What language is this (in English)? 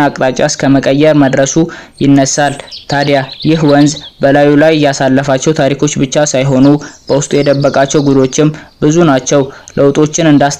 Amharic